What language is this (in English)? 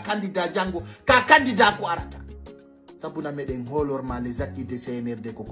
Fula